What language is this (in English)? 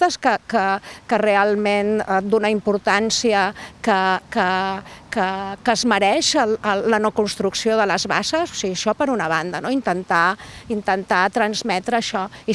Catalan